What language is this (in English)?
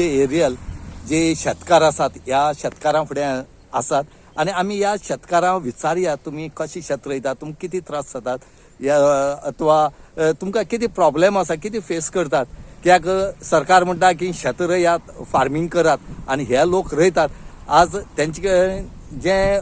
Konkani